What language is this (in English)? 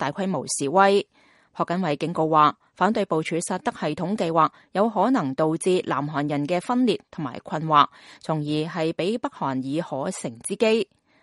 Cantonese